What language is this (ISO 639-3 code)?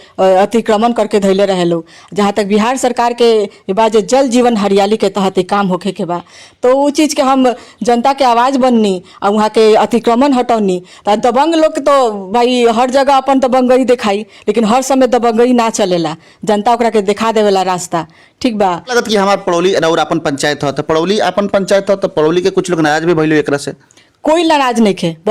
bho